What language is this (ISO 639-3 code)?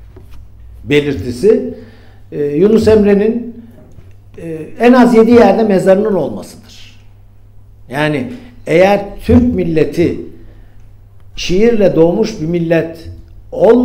tur